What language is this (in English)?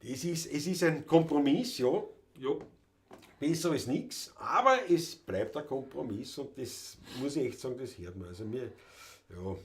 Bavarian